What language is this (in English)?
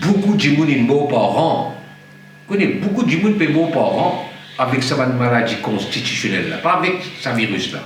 Morisyen